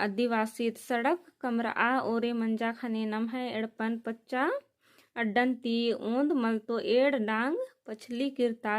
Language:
Kurukh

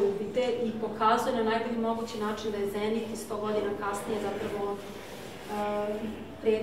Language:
Serbian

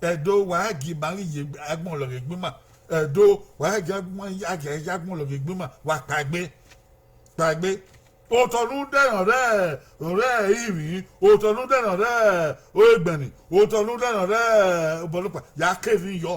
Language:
Bini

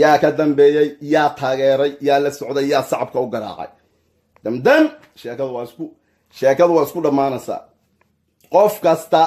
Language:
Somali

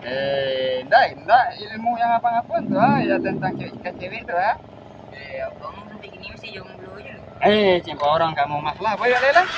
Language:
Minangkabau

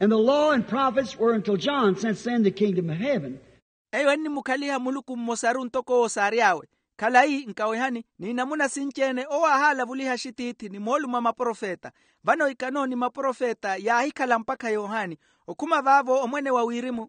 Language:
Makhuwa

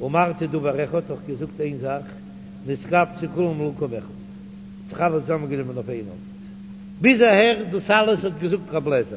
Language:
Yiddish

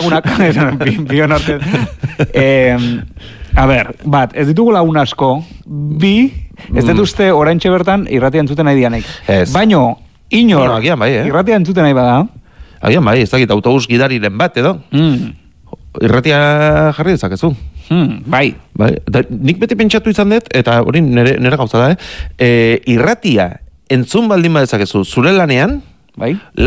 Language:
Basque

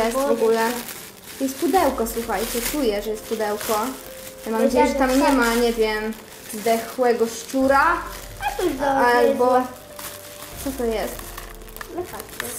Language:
Polish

